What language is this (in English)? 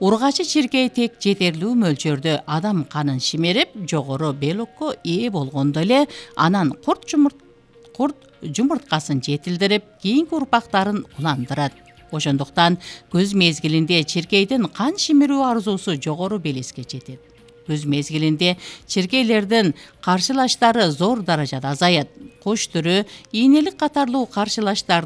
Kyrgyz